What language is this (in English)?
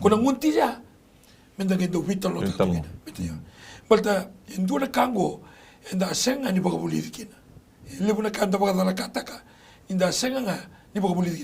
Fijian